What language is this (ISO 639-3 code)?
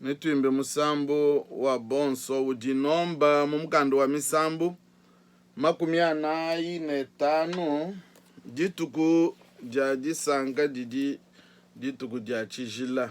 lua